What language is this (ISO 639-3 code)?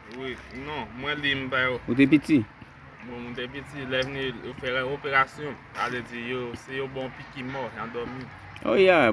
hat